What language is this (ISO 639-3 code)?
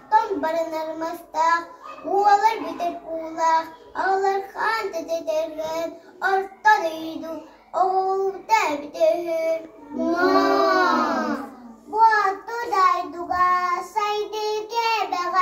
sah